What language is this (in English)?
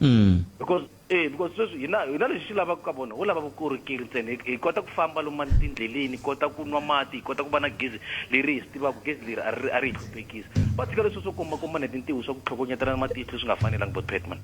Tsonga